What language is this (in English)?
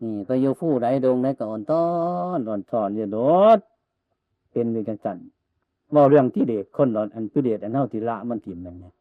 Northeastern Thai